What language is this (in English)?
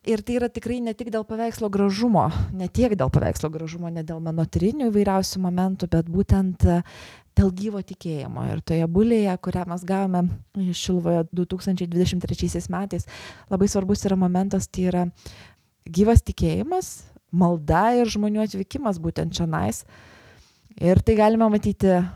Lithuanian